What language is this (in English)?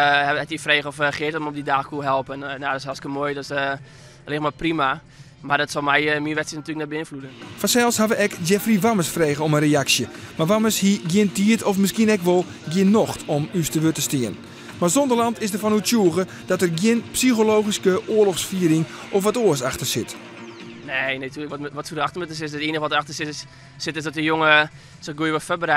Western Frisian